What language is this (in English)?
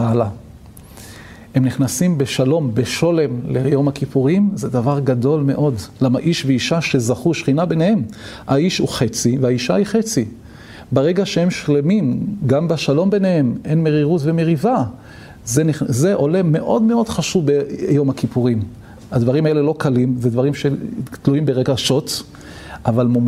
Hebrew